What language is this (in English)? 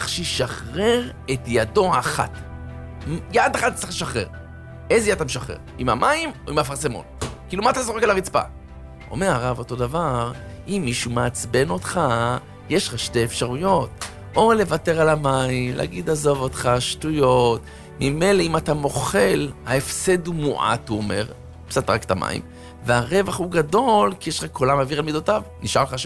Hebrew